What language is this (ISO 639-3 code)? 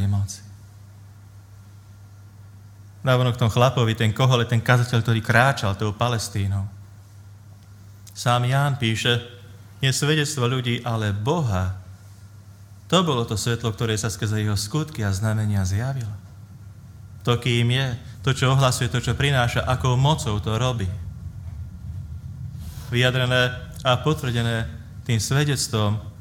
slk